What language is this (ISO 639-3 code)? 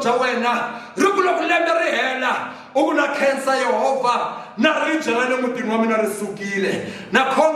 tso